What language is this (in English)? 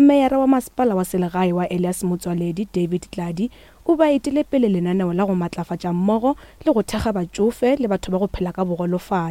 Northern Sotho